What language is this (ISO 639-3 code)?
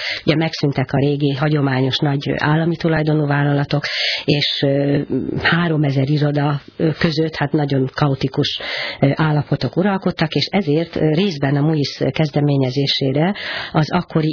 hun